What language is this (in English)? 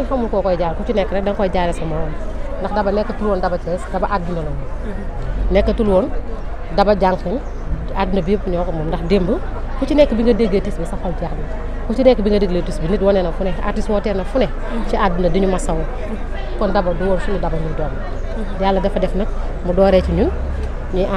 Wolof